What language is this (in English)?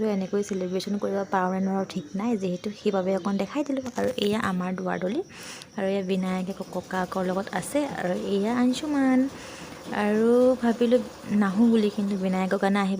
Assamese